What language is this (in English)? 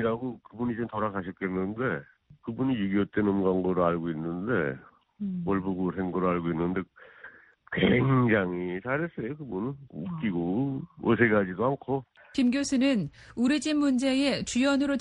Korean